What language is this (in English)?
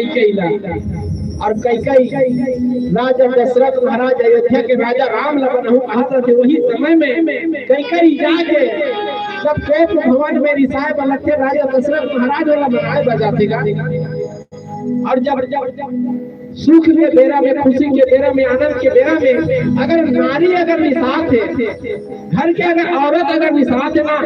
Chhattisgarhi